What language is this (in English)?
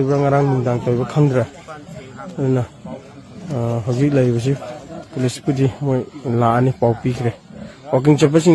Manipuri